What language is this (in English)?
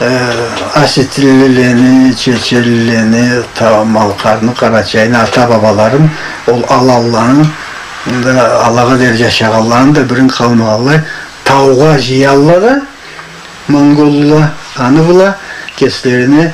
Karachay-Balkar